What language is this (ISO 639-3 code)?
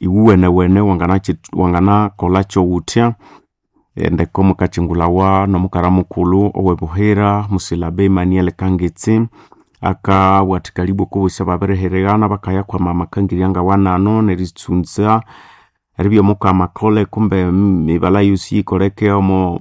nnb